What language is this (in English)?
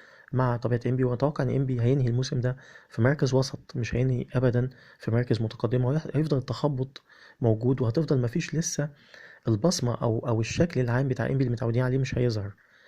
Egyptian Arabic